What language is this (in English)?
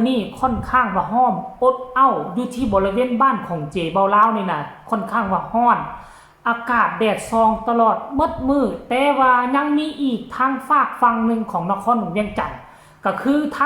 Northeastern Thai